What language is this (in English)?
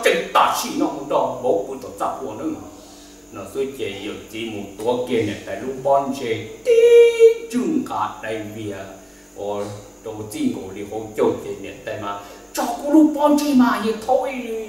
Vietnamese